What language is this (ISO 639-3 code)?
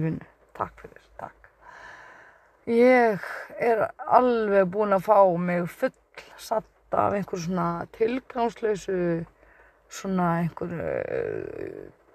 isl